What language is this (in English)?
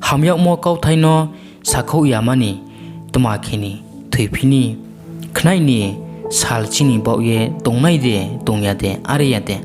Riang (India)